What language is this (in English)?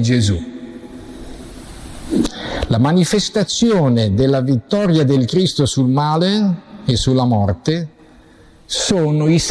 Italian